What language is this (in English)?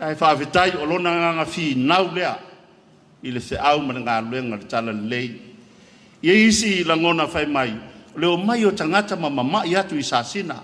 Samoan